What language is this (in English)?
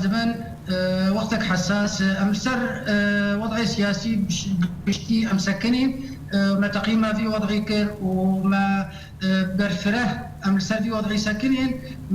Kurdish